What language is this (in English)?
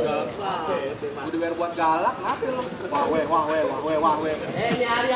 Betawi